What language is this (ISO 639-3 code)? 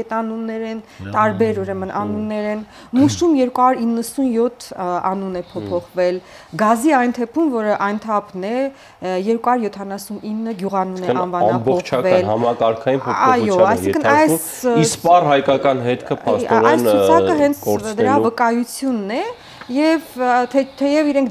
hye